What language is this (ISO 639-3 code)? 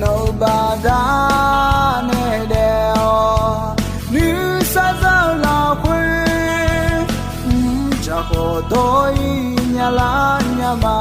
ahk